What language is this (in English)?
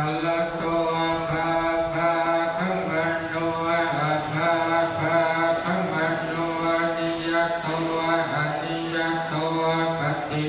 Pali